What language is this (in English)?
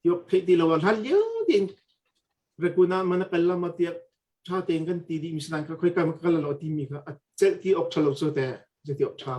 Hakha Chin